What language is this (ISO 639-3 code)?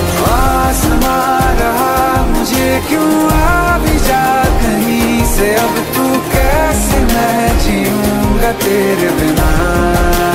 hin